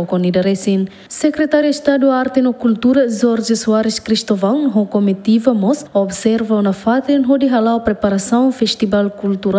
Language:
Tetum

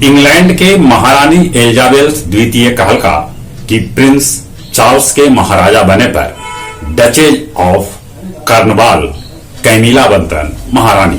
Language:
Magahi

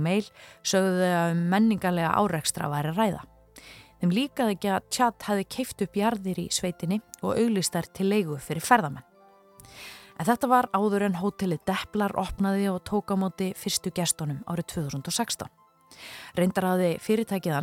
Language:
Icelandic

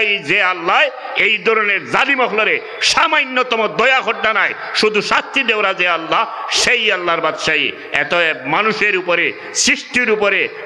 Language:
Sylheti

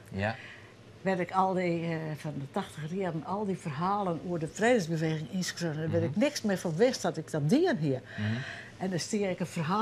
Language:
Western Frisian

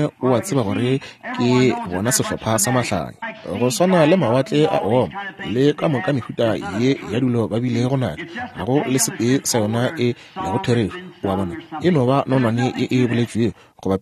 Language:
Northern Sotho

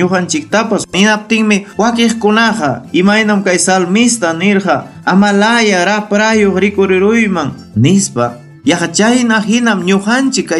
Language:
Ayacucho Quechua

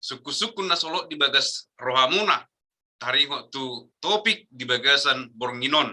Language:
Batak Toba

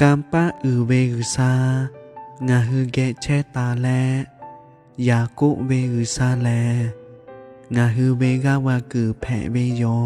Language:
Lahu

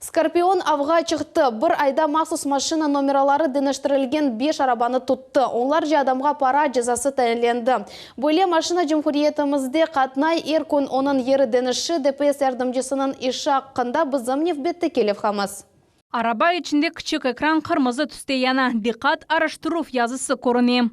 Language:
Crimean Tatar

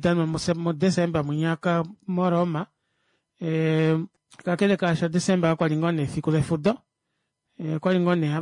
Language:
Kuanyama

